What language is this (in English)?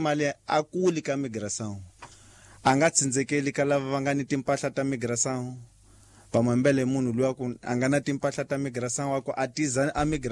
Tsonga